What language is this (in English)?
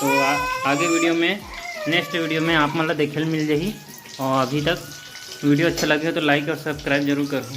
Chhattisgarhi